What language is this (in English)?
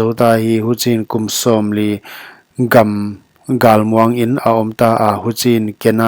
Paite Chin